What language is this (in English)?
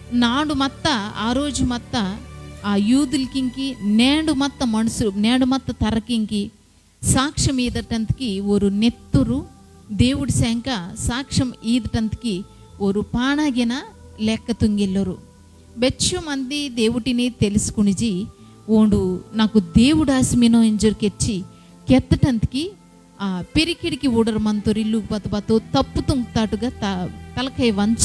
Koya